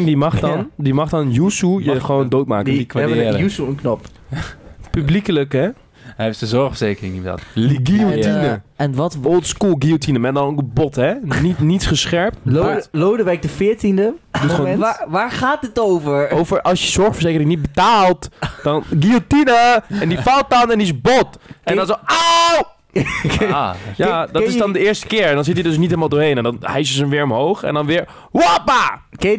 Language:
Dutch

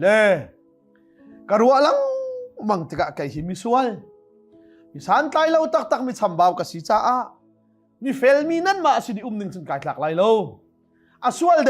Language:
Hakha Chin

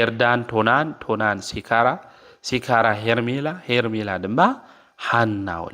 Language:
Tigrinya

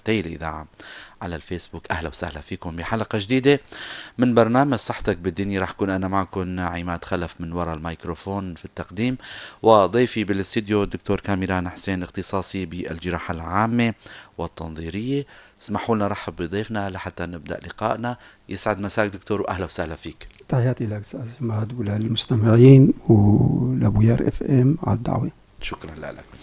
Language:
North Levantine Arabic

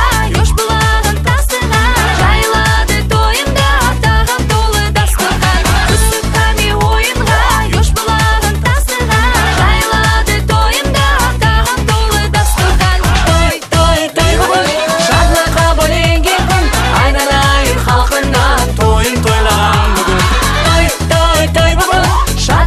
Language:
Kara-Kalpak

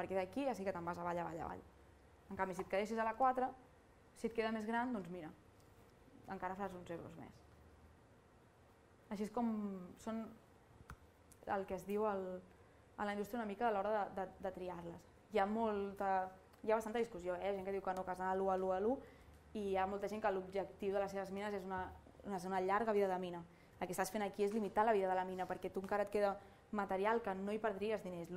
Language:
Catalan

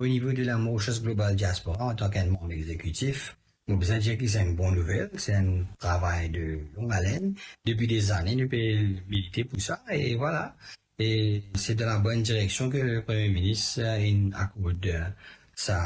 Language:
Morisyen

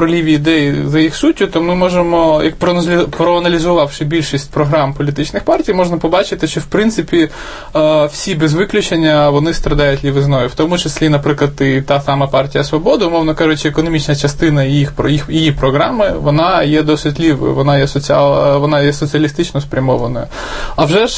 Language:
Ukrainian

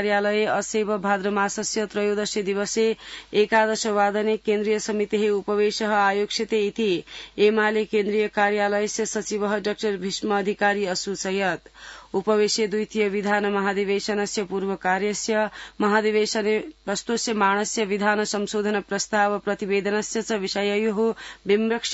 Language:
Sanskrit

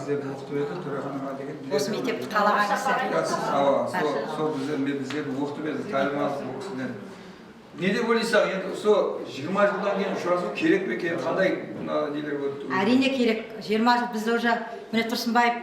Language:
Kara-Kalpak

